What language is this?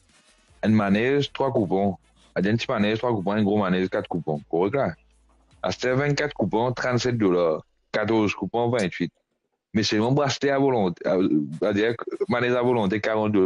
Morisyen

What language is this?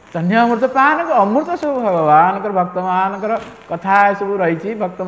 Odia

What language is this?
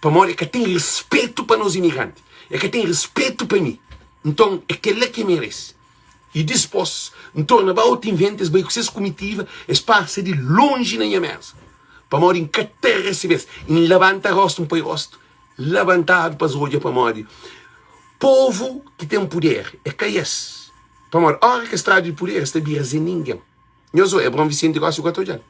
Kabuverdianu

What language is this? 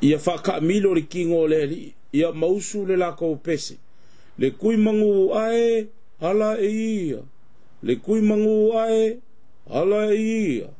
Samoan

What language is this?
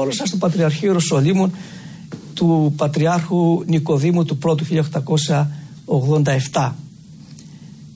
Greek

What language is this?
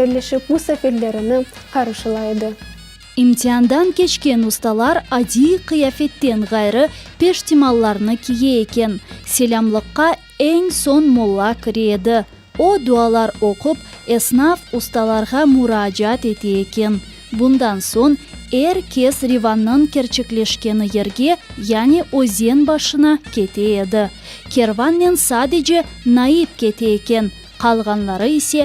Crimean Tatar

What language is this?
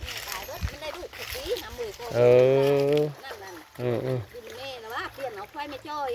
Northeastern Thai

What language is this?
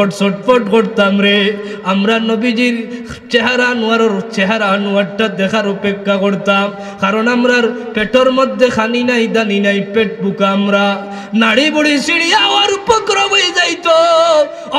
Sylheti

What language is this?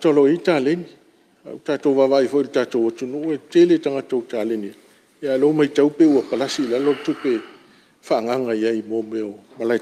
Samoan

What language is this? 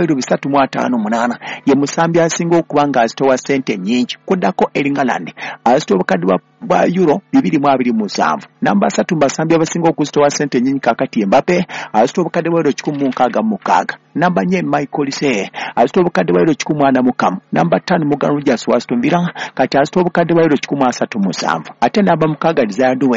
Ganda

